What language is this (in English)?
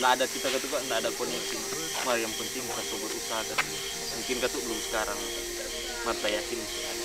Manado Malay